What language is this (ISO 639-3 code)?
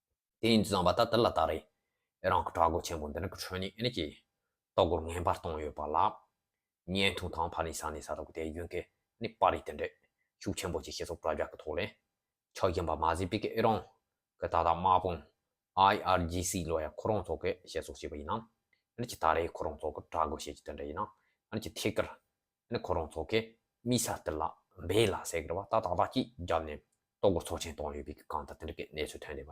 bod